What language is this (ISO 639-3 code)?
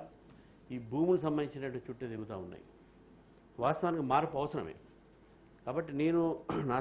tel